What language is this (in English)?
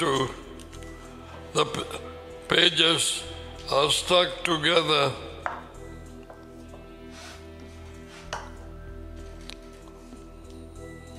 Tamil